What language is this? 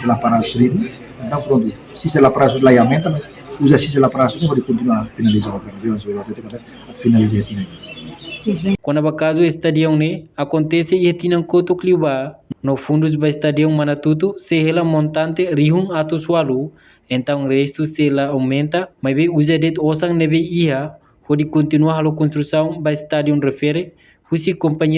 Tetum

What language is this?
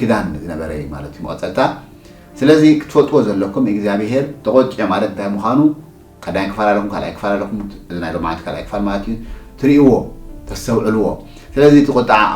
Tigrinya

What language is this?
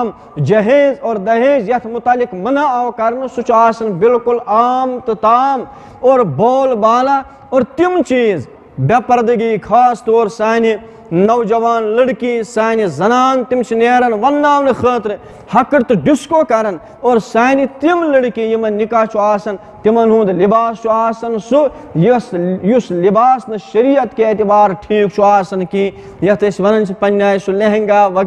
Kashmiri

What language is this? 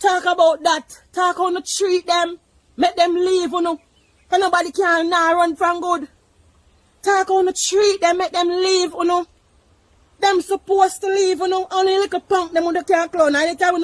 Jamaican Creole English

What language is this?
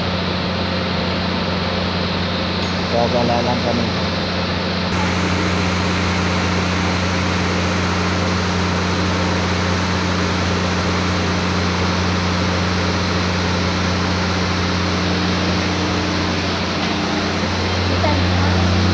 Filipino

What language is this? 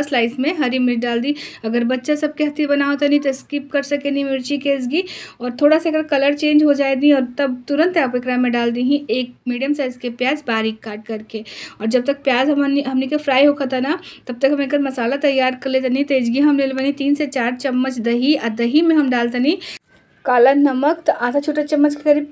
Bhojpuri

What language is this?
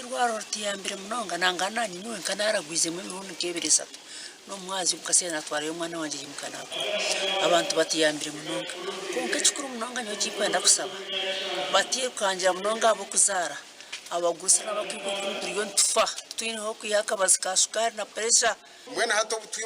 Nyankole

